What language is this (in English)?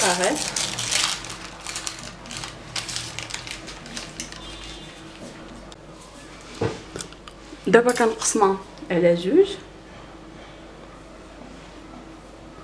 Moroccan Arabic